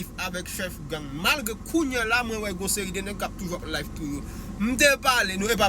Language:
Haitian Creole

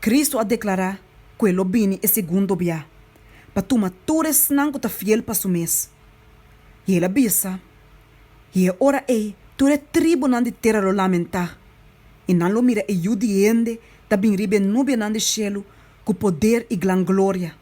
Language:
Papiamento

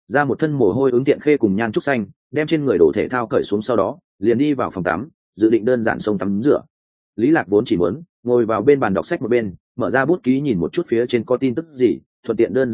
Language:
Vietnamese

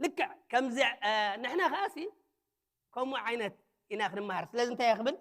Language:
Tigrinya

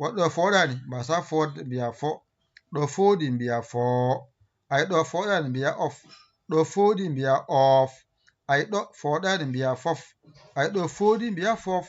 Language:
Fula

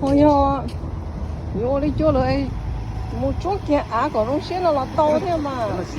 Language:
Hmong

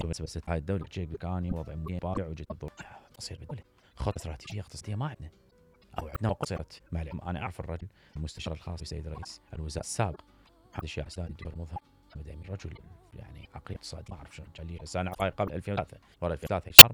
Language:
Mesopotamian Arabic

